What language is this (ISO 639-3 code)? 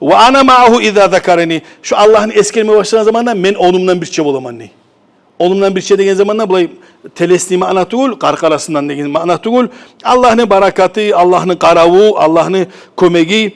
kum